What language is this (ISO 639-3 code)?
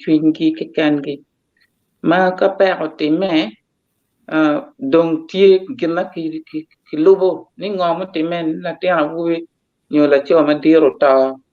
ach